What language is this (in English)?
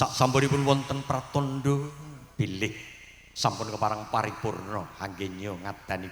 Javanese